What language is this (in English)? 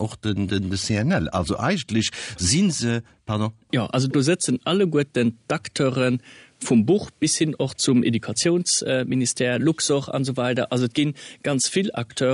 Luxembourgish